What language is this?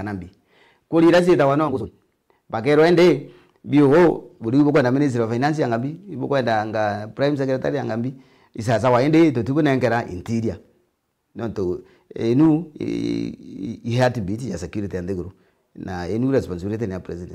Meru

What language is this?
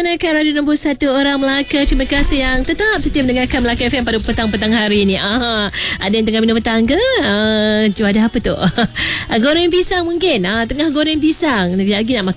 Malay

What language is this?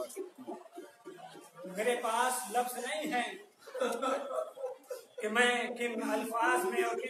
Urdu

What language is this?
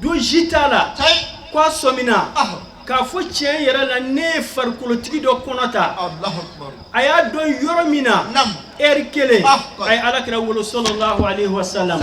Bambara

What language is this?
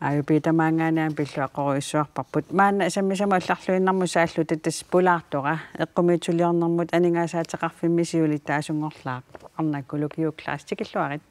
Kalaallisut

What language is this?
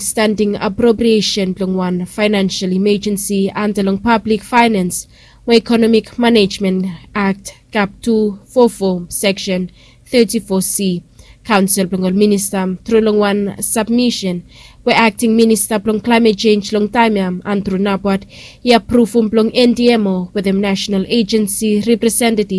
Bislama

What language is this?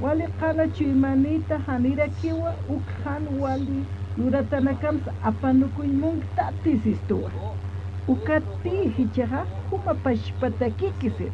Aymara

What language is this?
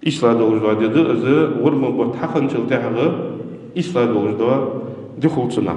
Ingush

